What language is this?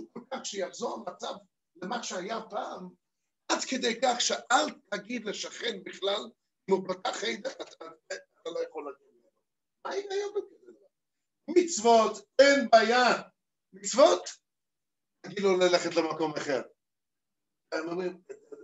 Hebrew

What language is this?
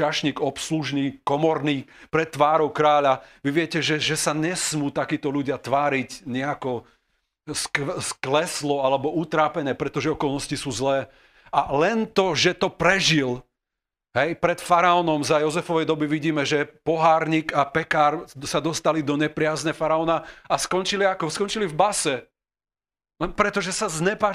Slovak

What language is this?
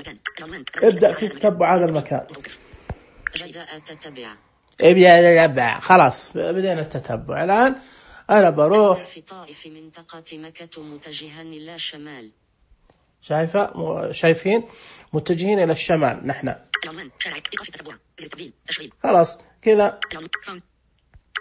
Najdi Arabic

